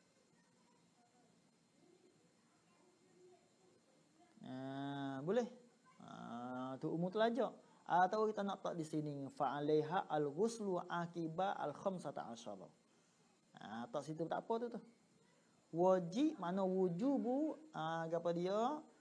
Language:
Malay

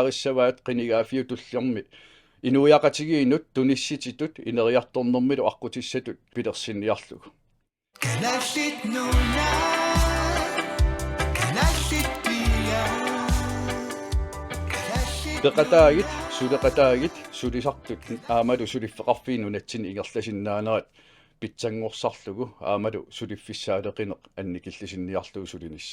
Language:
Kalaallisut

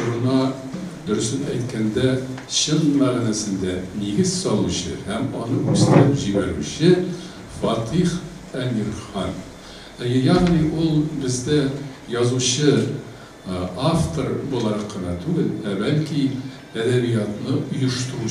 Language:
Tatar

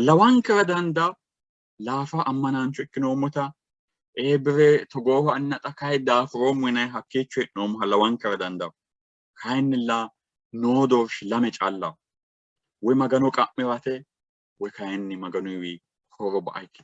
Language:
Sidamo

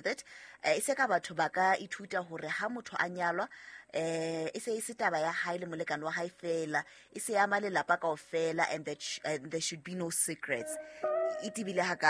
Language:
Southern Sotho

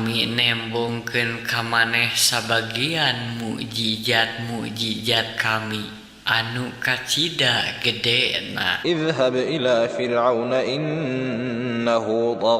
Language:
Sundanese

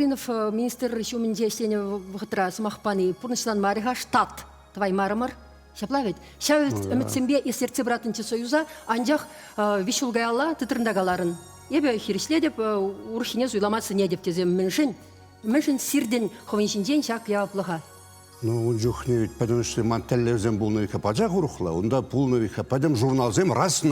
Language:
Chuvash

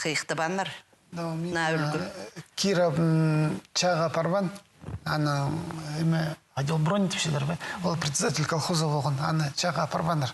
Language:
Khakas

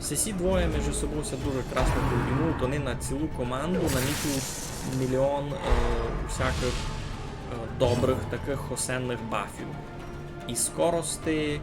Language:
Rusyn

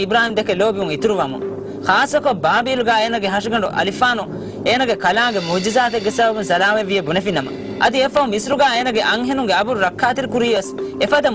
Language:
Divehi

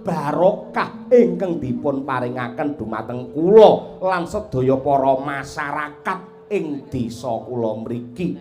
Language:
Javanese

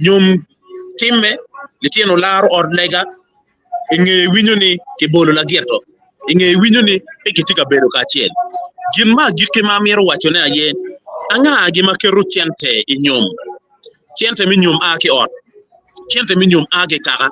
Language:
Acoli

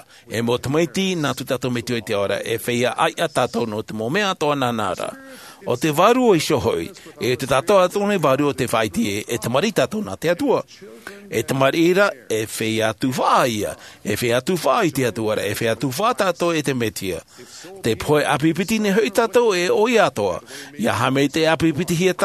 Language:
Tahitian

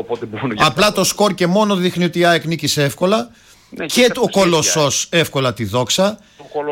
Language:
Greek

